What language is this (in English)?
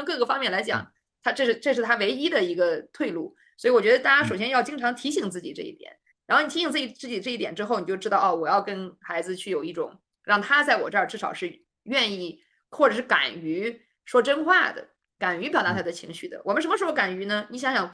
Chinese